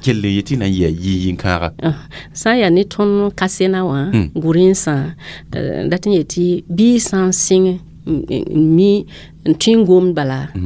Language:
Mossi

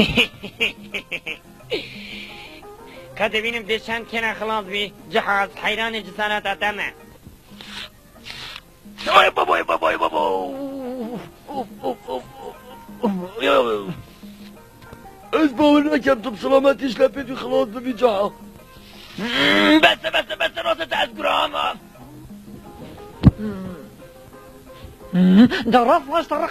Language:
Persian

